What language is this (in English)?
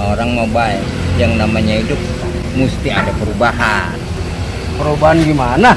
Betawi